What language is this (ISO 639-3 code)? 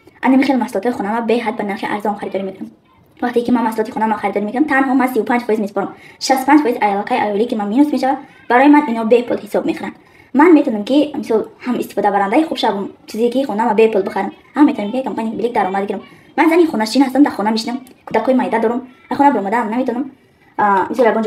tgk